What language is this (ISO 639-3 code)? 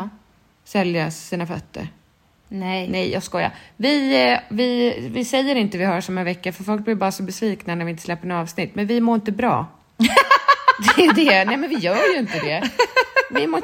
swe